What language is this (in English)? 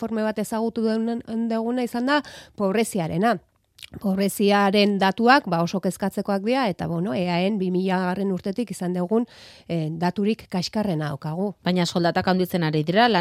Basque